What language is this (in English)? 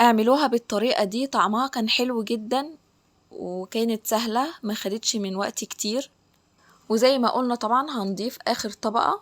Egyptian Arabic